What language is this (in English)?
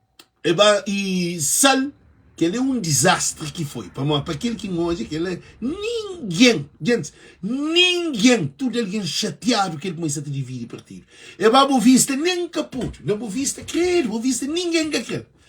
Kabuverdianu